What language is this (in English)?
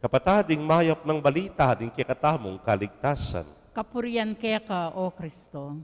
Pampanga